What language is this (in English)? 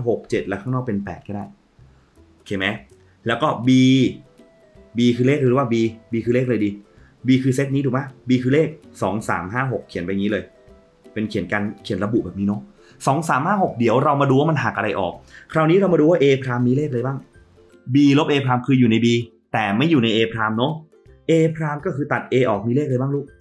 Thai